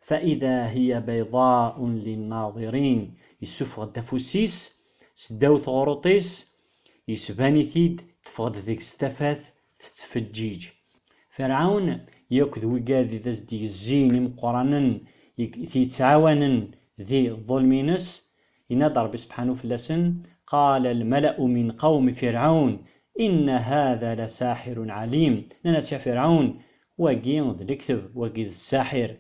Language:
Kabyle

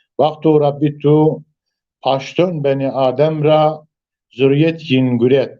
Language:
Zaza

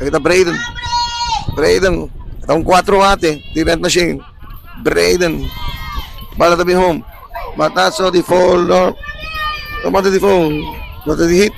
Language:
Papiamento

